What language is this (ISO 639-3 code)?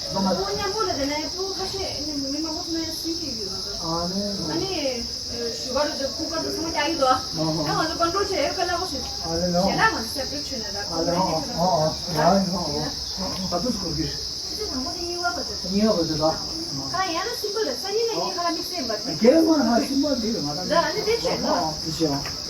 bod